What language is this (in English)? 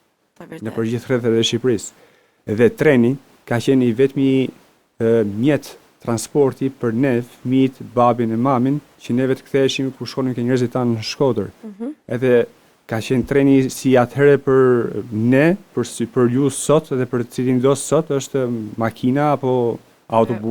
Albanian